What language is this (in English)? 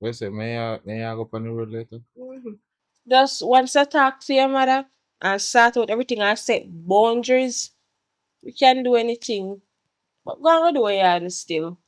Jamaican Creole English